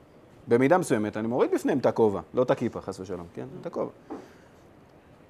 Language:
Hebrew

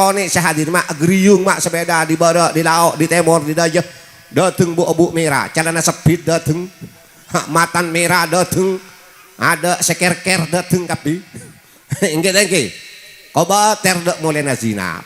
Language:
Madurese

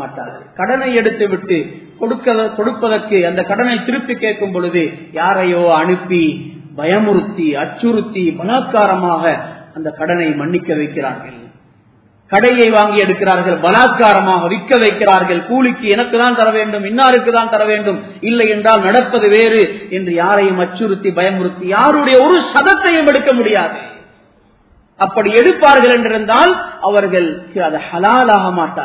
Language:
Tamil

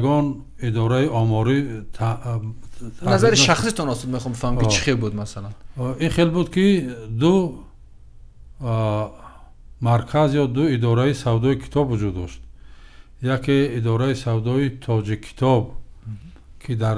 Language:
Tajik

